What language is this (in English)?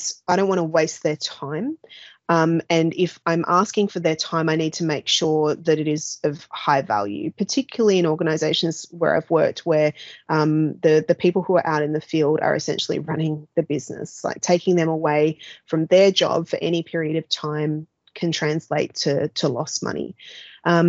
English